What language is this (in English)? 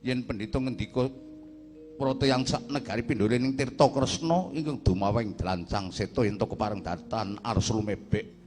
Javanese